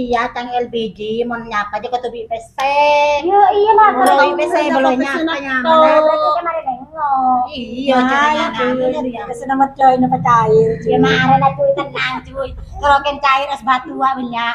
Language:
Madurese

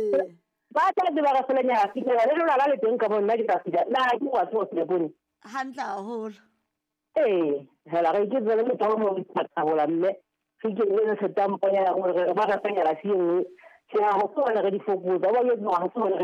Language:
Southern Sotho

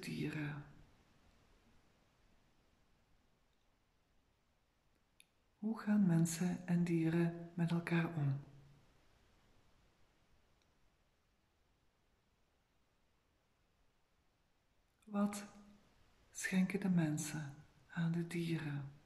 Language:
Dutch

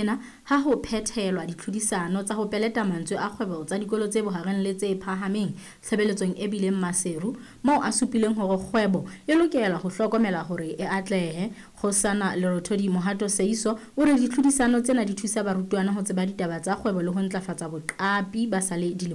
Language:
Southern Sotho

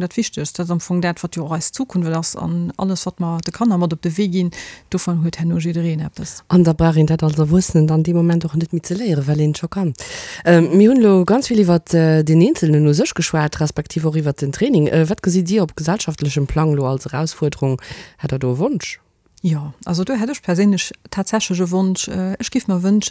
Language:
Luxembourgish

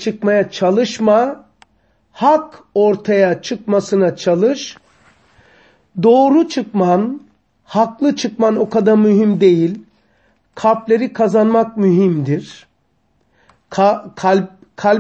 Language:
Turkish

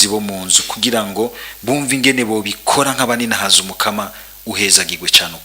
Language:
Rundi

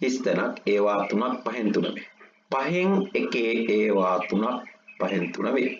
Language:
Sinhala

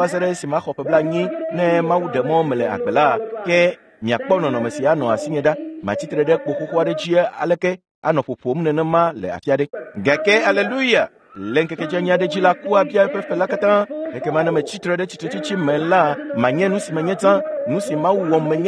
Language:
Ewe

